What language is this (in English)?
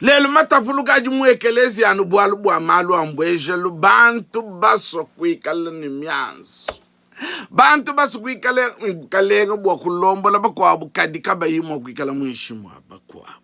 Luba-Lulua